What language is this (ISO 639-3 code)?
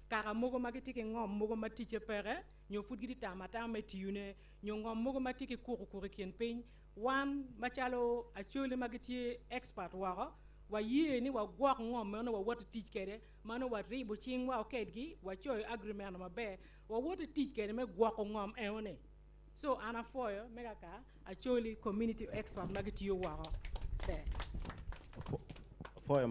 ach